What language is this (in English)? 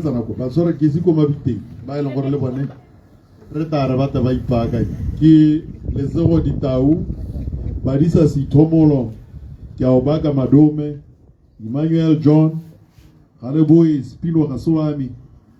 Tswana